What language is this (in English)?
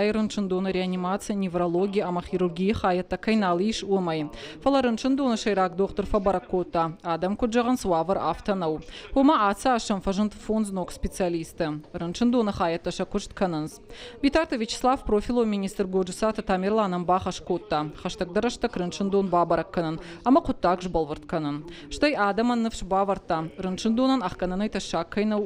Ossetic